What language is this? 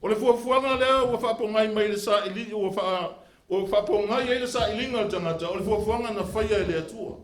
Samoan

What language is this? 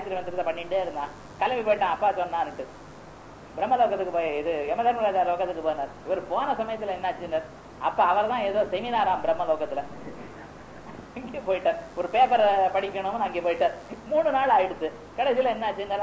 Tamil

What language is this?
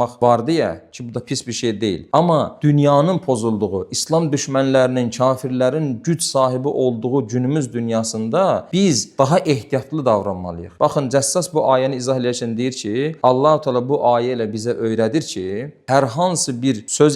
Azerbaijani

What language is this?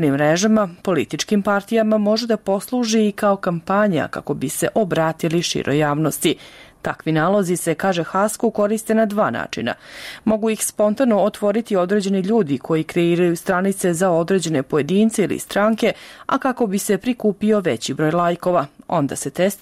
Serbian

